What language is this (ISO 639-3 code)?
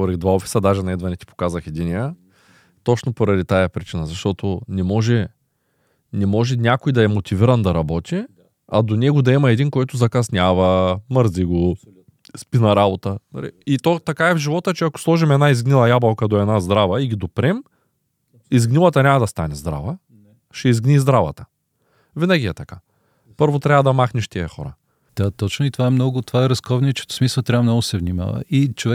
bul